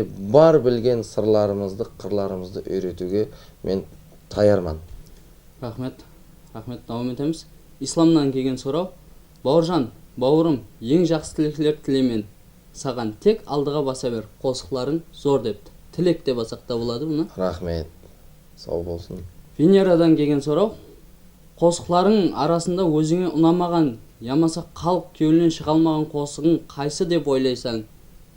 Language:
Kara-Kalpak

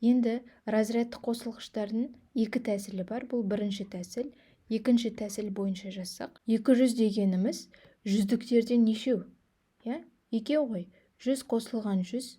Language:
Kazakh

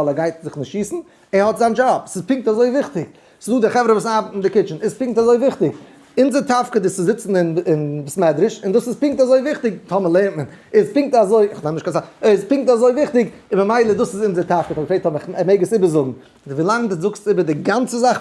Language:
Yiddish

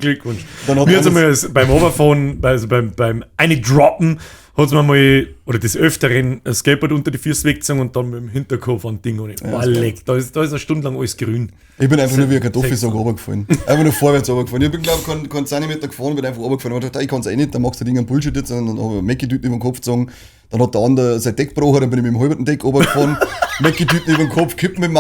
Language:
Bavarian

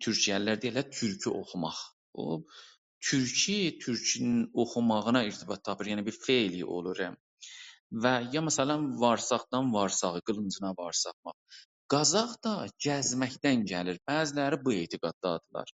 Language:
South Azerbaijani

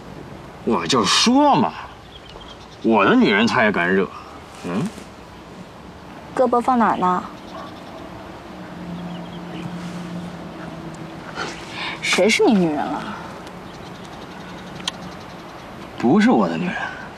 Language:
Chinese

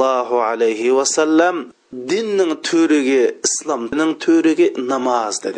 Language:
Uyghur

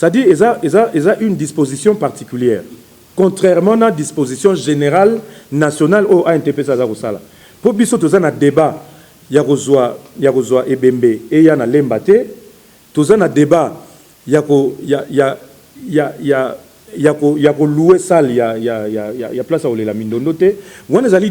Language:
Lingala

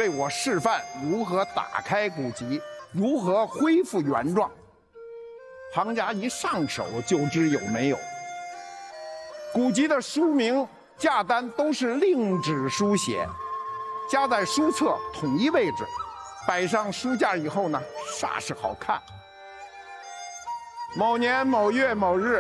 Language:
Chinese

